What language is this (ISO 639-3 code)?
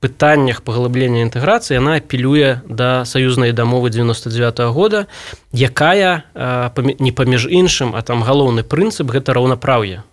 bel